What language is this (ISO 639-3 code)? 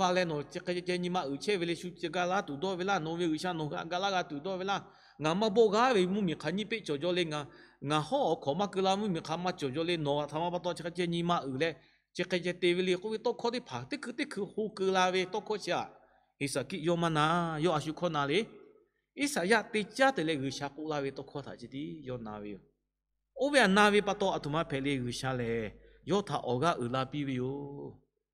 lhu